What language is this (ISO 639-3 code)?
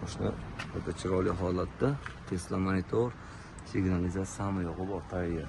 uzb